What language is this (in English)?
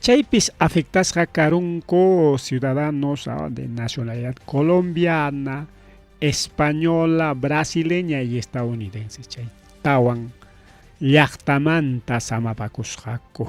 Ayacucho Quechua